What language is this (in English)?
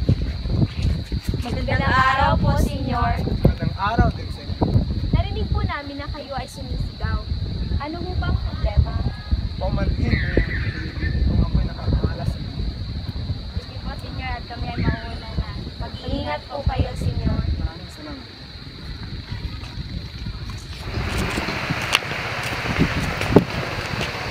Filipino